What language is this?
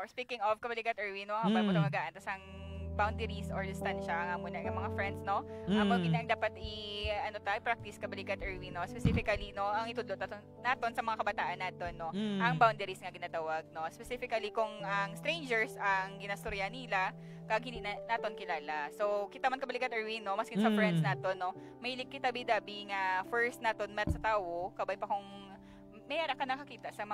Hiligaynon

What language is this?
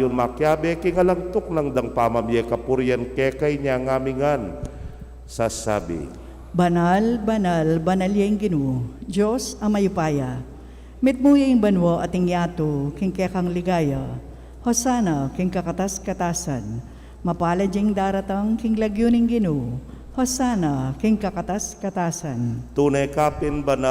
Pampanga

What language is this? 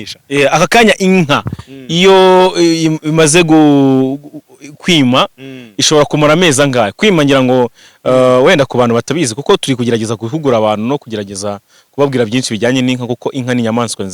Kinyarwanda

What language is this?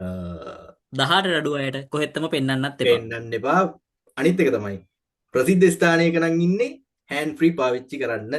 Sinhala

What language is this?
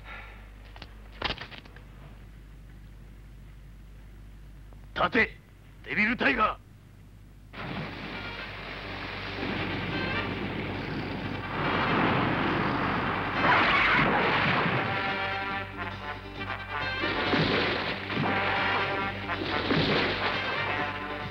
Japanese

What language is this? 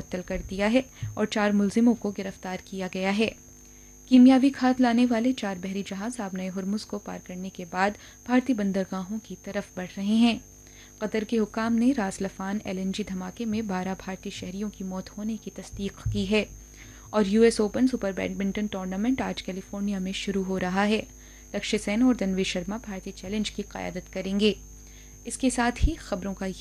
Urdu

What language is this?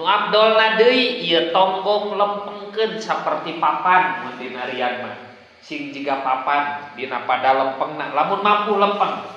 Sundanese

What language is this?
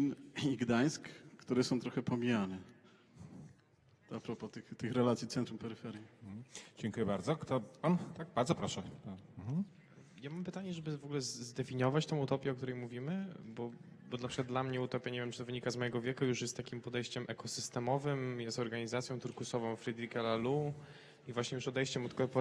Polish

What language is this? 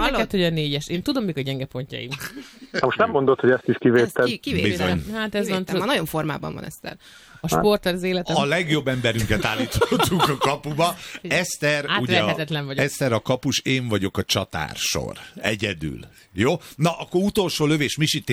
Hungarian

